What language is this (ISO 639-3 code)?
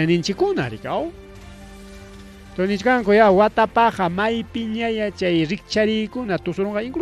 quy